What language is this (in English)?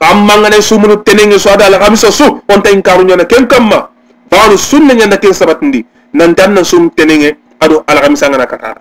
Soninke